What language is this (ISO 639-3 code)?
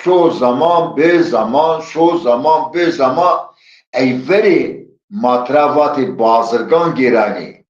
zza